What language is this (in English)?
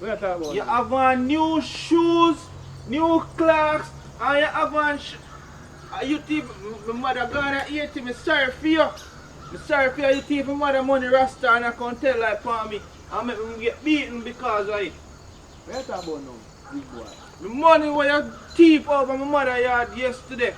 Jamaican Creole English